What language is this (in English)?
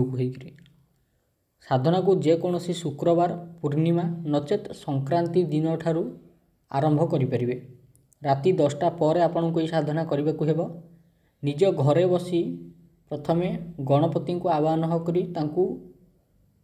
Odia